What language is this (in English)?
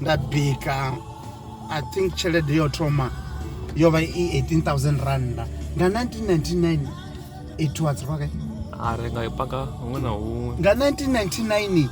Venda